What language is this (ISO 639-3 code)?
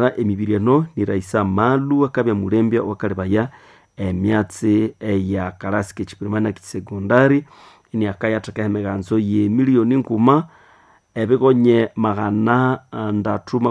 nnb